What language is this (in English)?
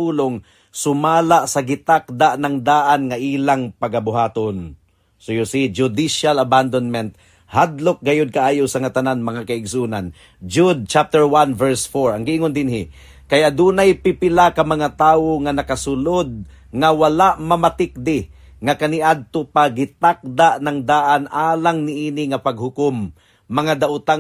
Cebuano